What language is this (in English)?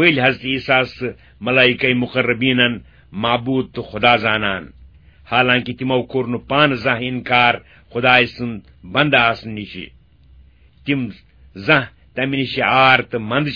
Kashmiri